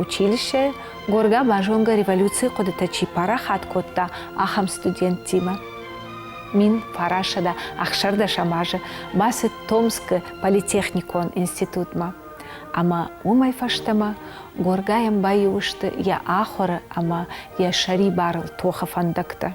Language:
Ossetic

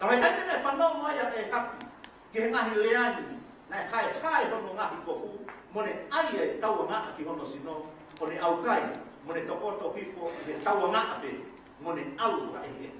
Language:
Tongan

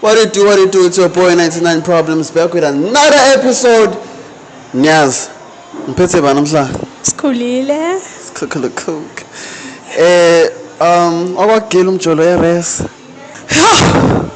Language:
Zulu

